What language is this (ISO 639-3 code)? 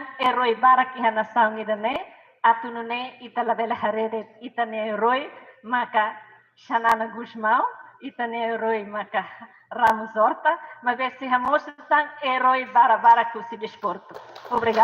tet